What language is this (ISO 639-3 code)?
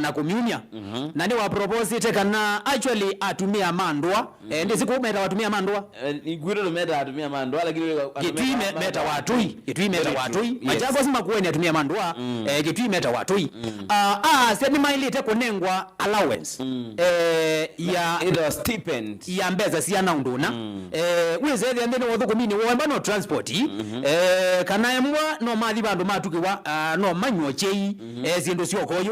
kam